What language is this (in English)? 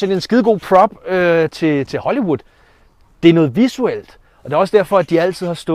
Danish